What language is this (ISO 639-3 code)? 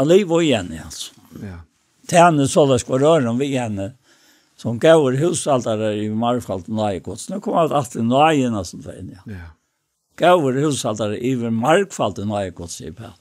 fao